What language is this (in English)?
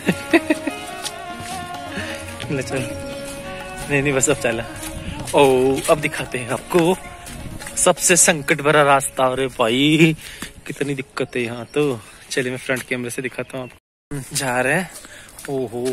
Hindi